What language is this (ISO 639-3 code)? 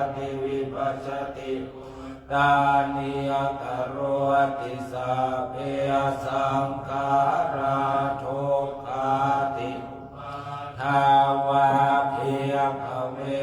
pli